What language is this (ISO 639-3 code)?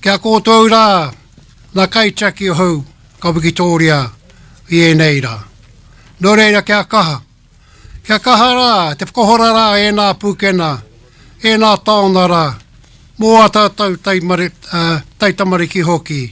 mri